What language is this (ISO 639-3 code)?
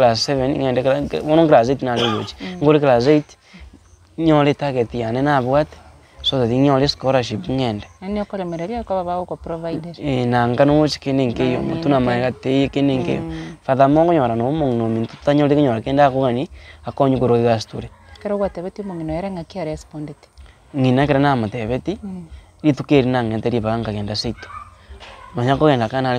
guz